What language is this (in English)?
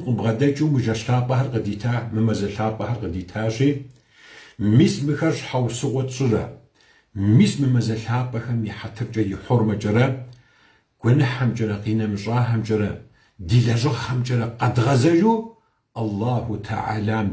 Kabardian